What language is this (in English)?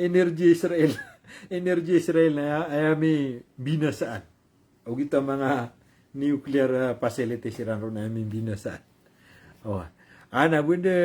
Maranao